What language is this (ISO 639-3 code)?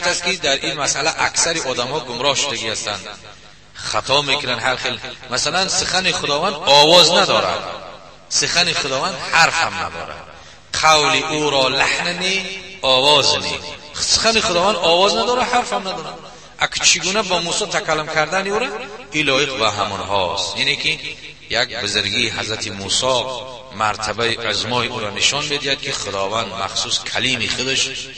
tgk